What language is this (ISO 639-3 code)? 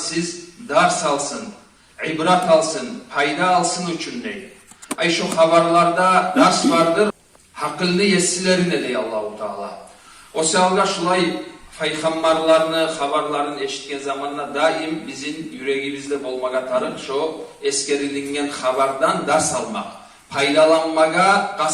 kum